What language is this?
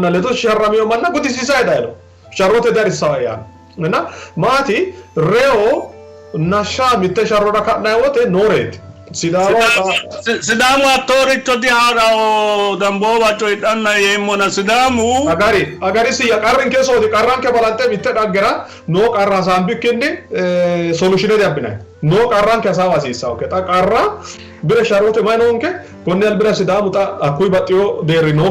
Sidamo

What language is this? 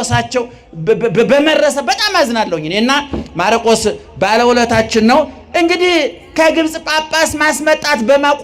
Amharic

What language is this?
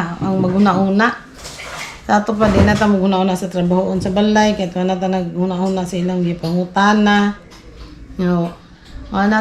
Cebuano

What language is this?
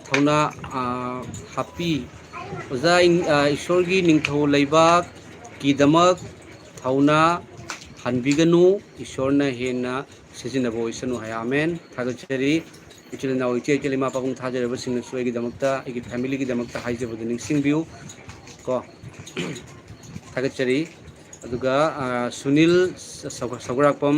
Manipuri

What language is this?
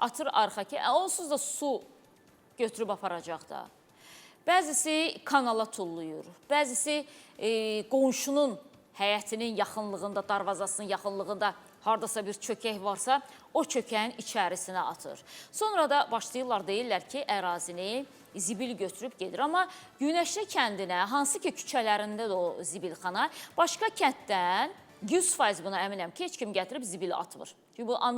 Azerbaijani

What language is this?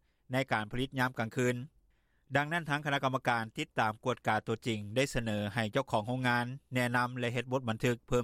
Lao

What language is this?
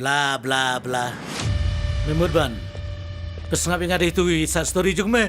Khasi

